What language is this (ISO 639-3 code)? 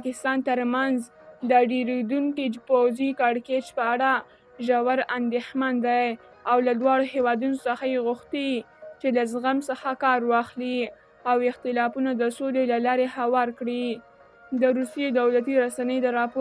pus